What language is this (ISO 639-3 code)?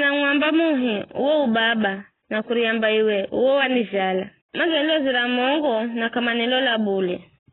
nyf